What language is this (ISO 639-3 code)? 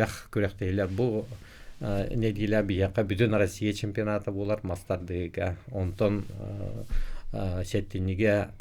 sah